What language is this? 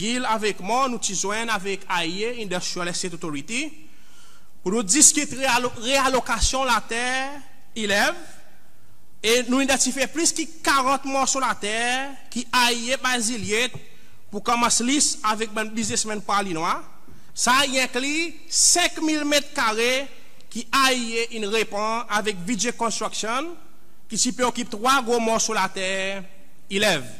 Seselwa Creole French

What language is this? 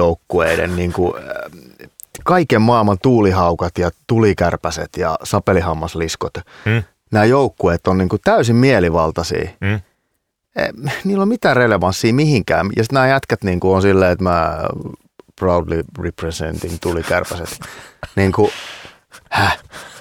Finnish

